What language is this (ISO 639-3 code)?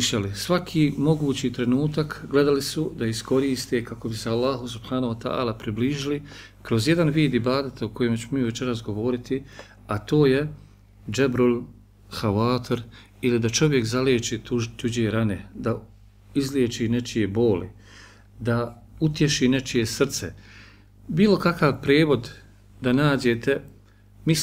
bos